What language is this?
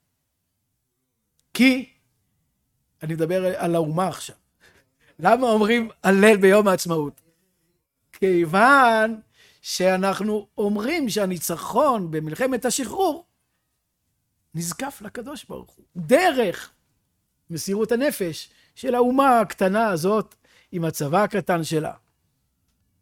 Hebrew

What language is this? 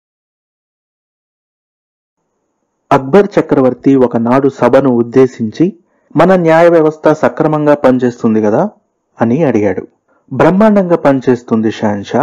Telugu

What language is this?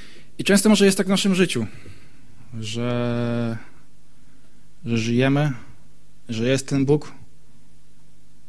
Polish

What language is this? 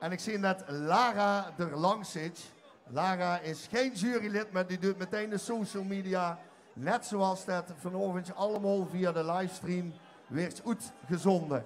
Limburgish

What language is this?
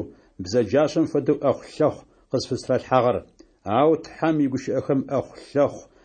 Adyghe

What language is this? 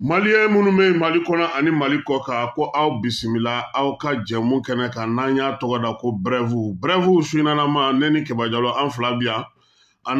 Bambara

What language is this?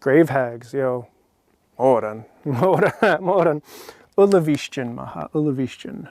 Scottish Gaelic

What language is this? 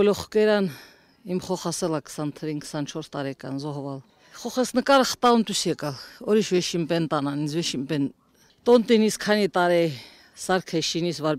Armenian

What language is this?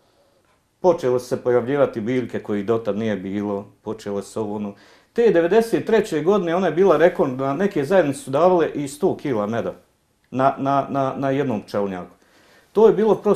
Bosnian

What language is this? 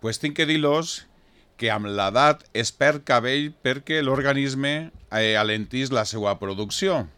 Catalan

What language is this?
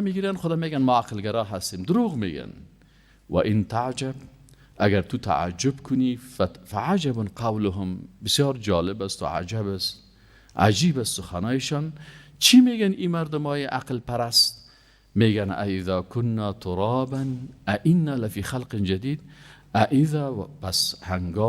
Persian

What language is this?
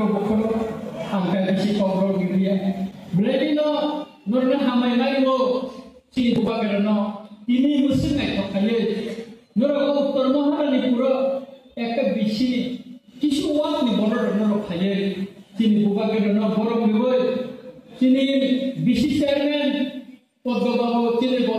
Kok Borok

